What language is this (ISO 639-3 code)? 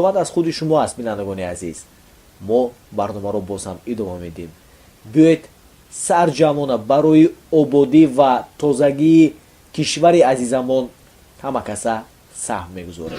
tgk